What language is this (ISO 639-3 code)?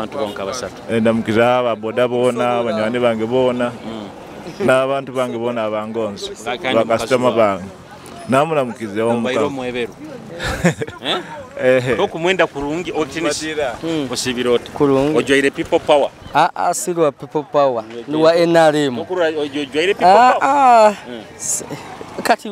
nyo